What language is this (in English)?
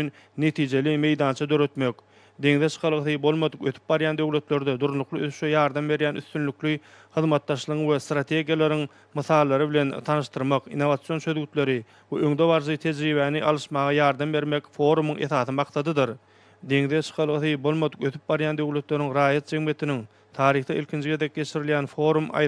Turkmen